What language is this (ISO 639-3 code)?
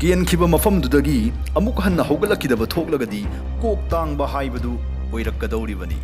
mni